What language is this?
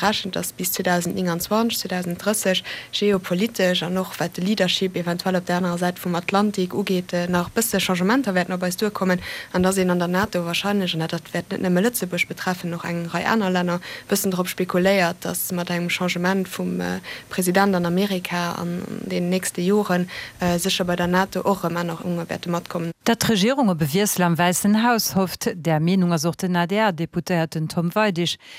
Luxembourgish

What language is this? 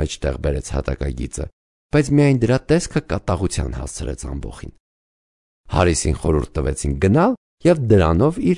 Armenian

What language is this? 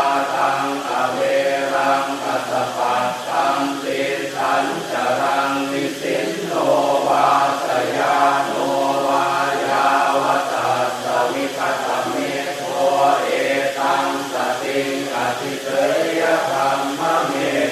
Pali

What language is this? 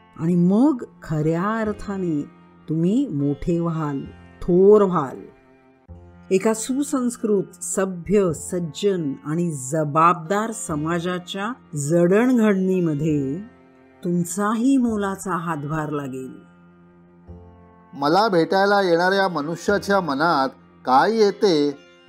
Marathi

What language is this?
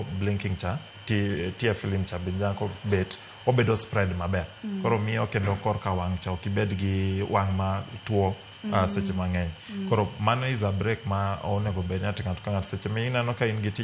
Luo (Kenya and Tanzania)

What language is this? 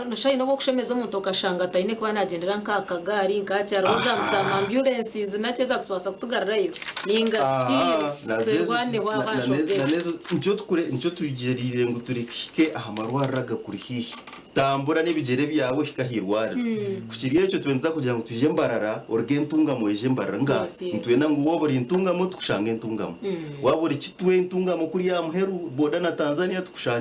Nyankole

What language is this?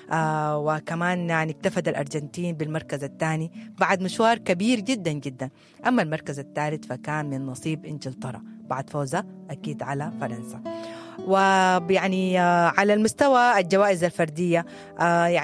Sudanese Arabic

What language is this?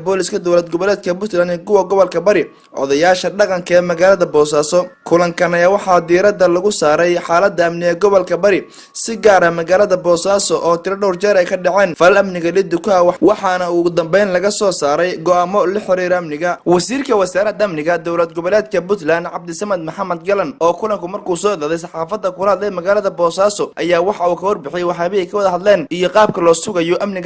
Somali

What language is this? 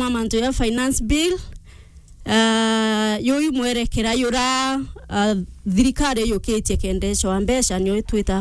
Meru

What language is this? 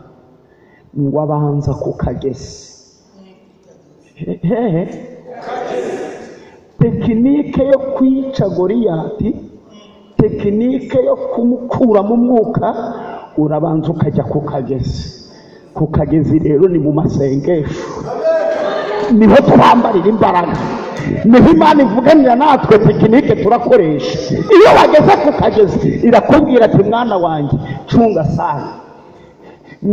Kinyarwanda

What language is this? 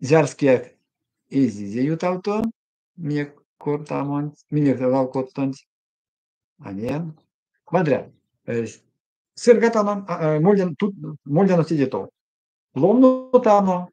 Erzya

